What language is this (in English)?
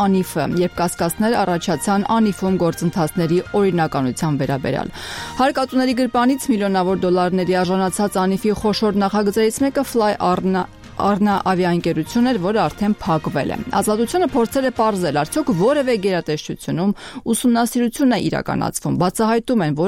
Armenian